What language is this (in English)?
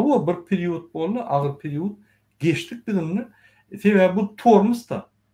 Turkmen